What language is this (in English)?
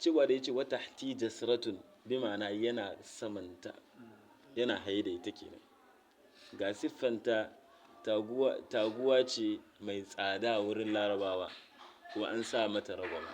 Hausa